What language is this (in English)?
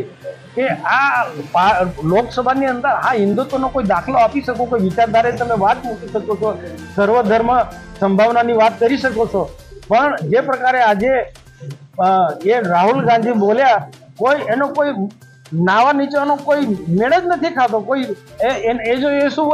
Gujarati